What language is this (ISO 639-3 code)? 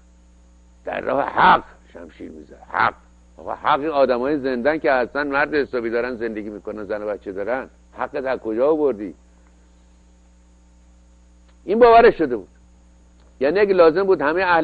fas